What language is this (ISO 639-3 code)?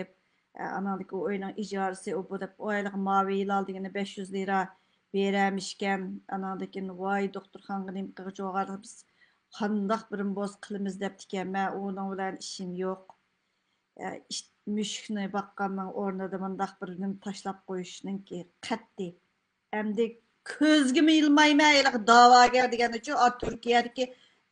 uig